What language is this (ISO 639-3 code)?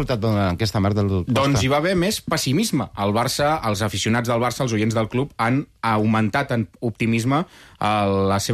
cat